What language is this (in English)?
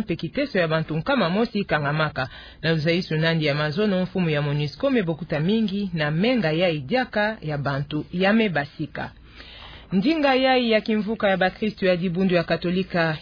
Kituba (Democratic Republic of Congo)